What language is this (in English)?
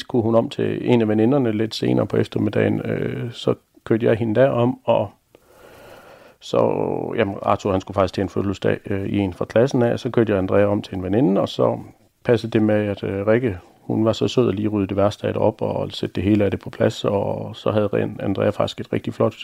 Danish